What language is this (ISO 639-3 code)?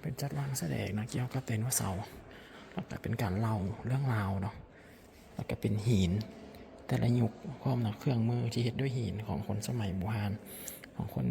lao